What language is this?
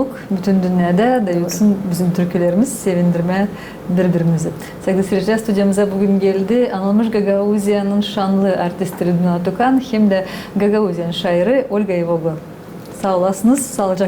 Gagauz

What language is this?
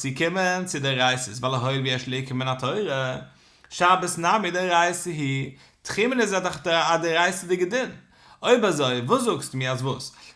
Yiddish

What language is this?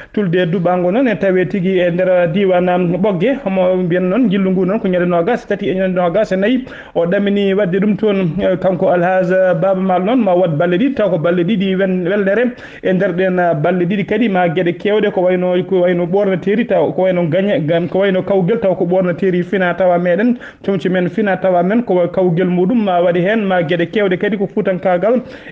Fula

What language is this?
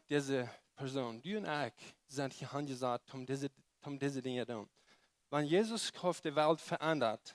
Plautdietsch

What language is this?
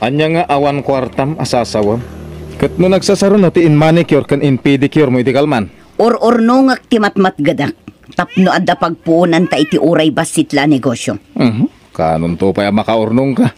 Iloko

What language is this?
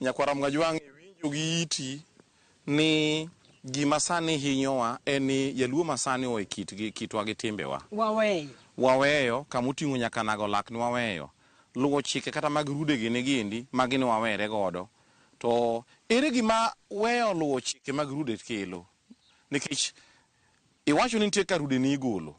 Luo (Kenya and Tanzania)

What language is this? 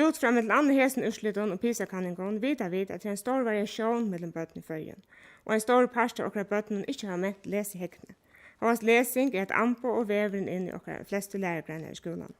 Faroese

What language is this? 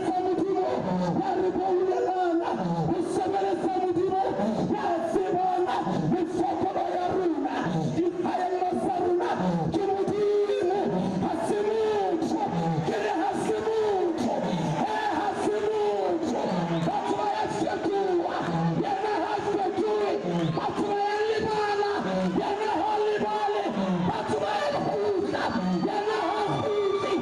Southern Sotho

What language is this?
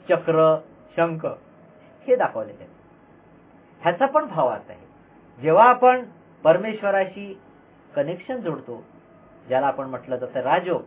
Marathi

